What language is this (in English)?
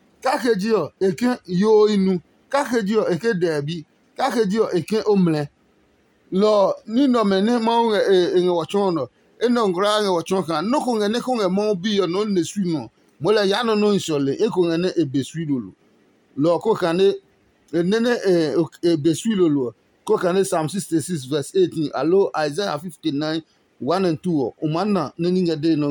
Adangme